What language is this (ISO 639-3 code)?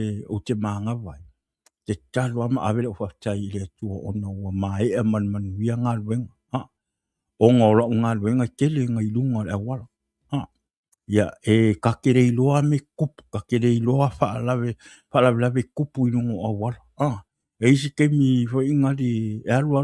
smo